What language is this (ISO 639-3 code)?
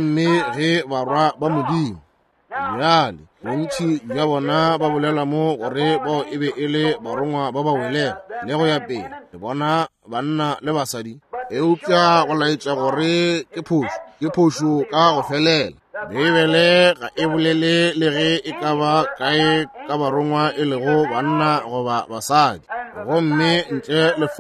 nso